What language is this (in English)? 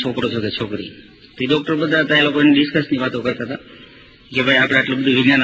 Gujarati